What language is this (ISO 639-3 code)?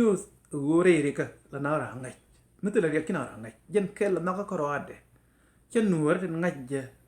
nus